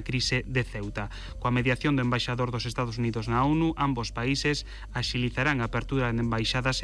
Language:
Galician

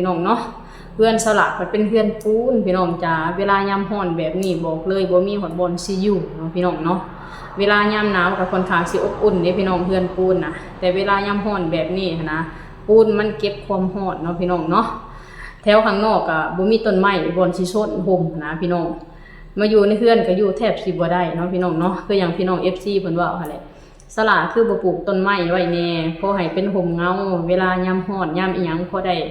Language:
Lao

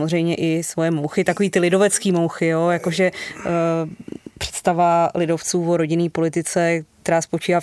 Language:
Czech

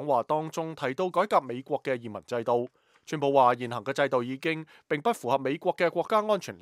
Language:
Cantonese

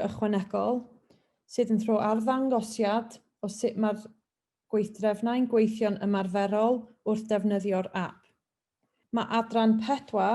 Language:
Welsh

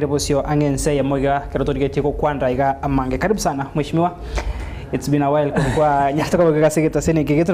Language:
Gusii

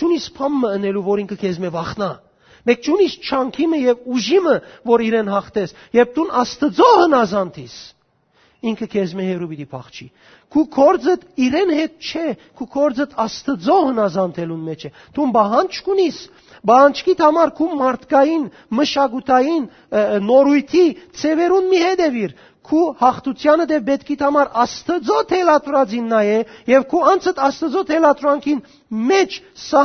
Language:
Western Armenian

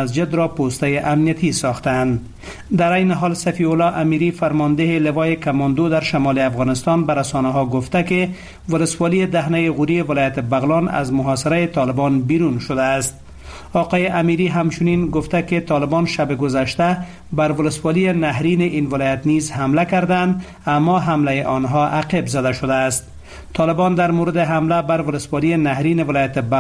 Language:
Persian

